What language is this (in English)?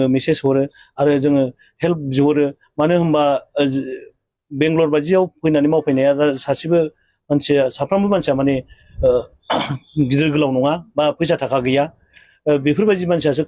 Bodo